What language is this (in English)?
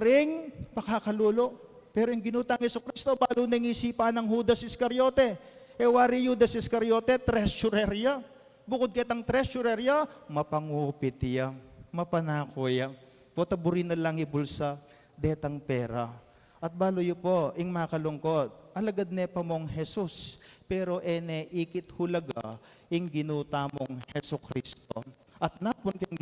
Pampanga